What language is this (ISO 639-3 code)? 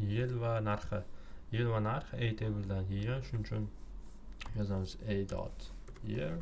uzb